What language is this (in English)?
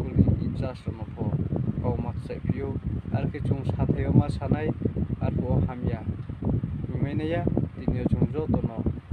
Riang (India)